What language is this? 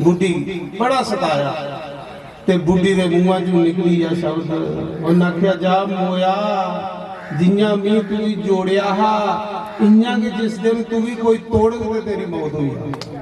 Dogri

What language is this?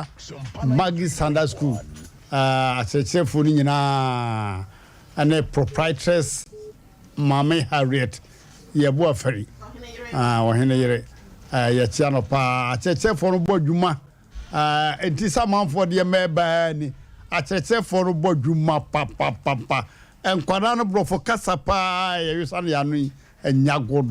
Akan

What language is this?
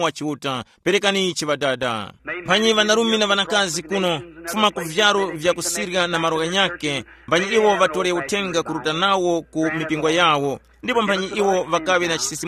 Tumbuka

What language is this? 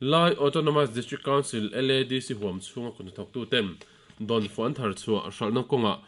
Mizo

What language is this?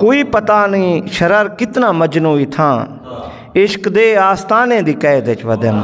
Saraiki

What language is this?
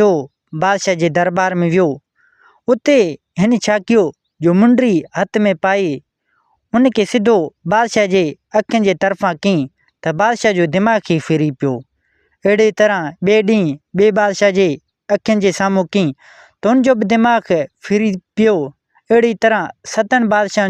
Sindhi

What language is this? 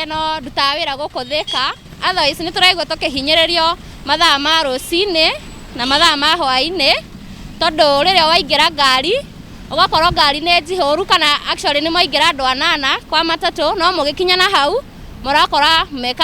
Kikuyu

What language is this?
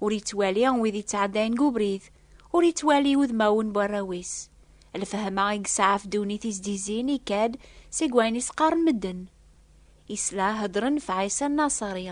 Kabyle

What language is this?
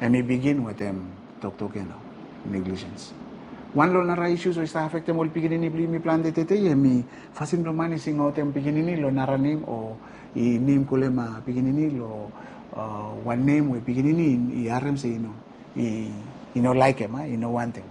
Bislama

